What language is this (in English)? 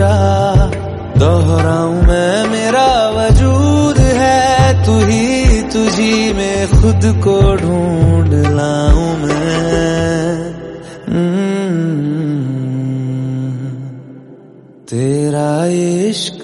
Hindi